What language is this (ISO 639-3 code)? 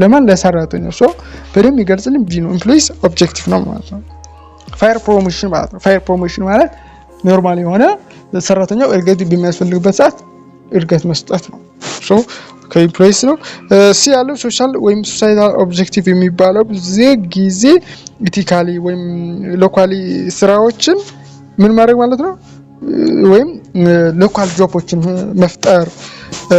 amh